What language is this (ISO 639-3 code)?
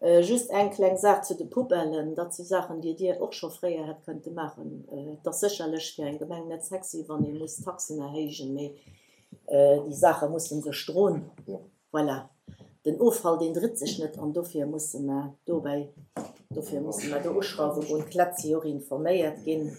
ltz